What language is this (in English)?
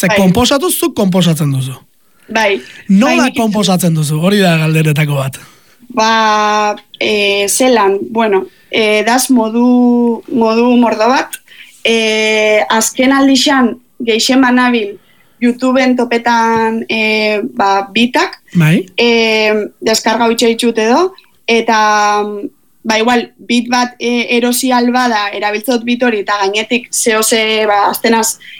Basque